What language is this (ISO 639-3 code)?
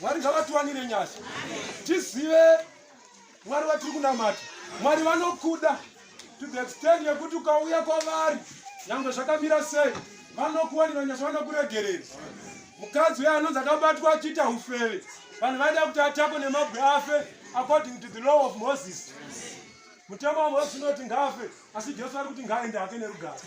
sna